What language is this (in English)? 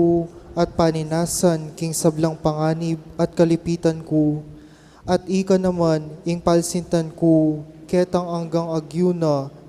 Pampanga